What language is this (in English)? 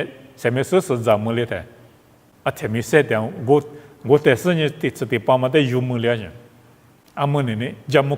Lisu